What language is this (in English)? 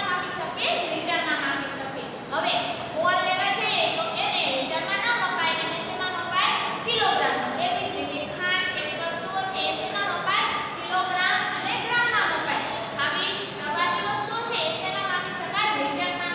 Gujarati